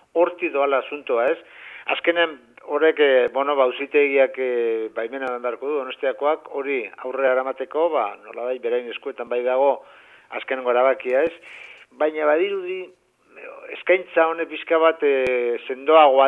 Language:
Basque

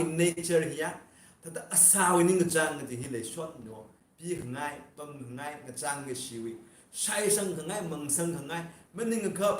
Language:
Tangkhul Naga (India)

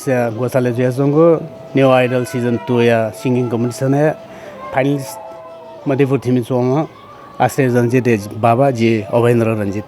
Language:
Newari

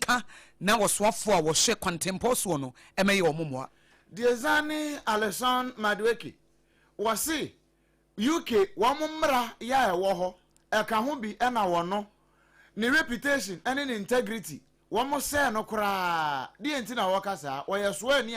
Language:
Akan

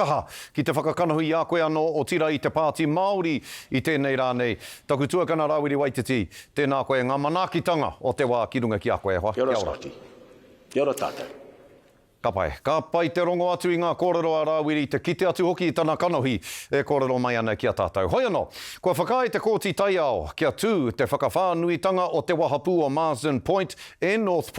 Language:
Māori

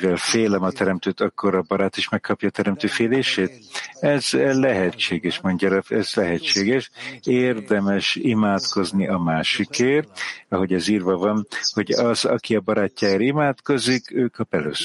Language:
Hungarian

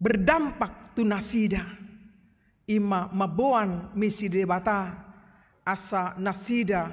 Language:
Batak Toba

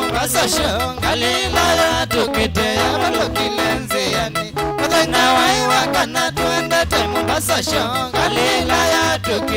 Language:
Kamba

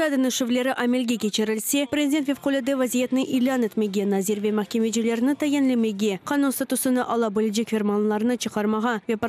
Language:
Crimean Tatar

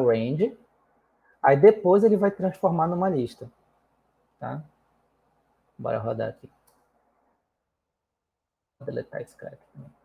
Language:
Portuguese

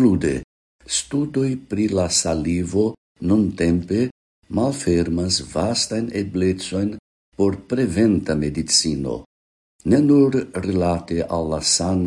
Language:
Esperanto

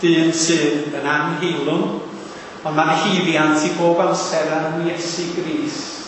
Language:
Welsh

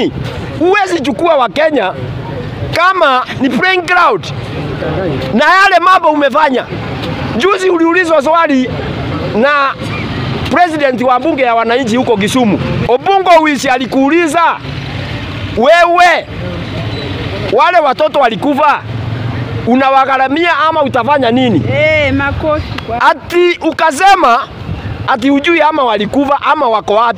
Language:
Swahili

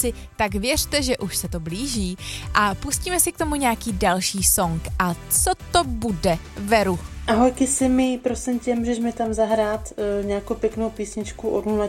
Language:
Czech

